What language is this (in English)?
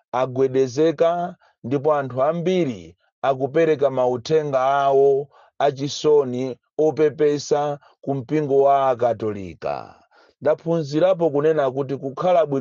Nyanja